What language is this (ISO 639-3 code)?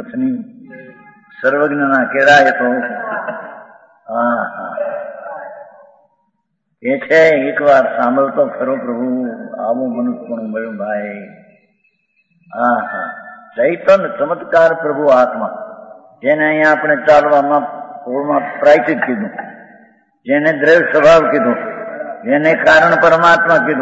guj